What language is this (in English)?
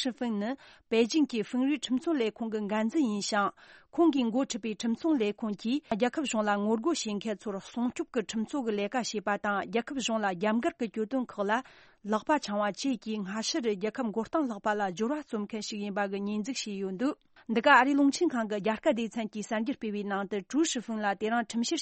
Tibetan